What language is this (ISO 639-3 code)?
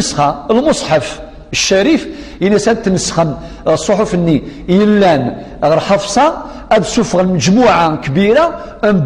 kab